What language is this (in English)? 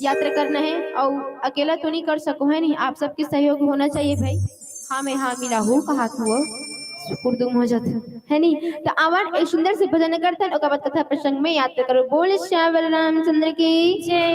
Chhattisgarhi